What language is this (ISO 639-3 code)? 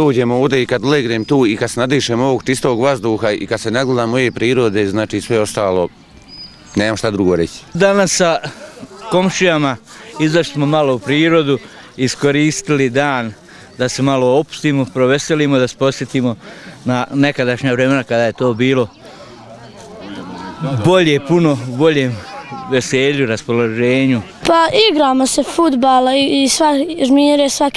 bos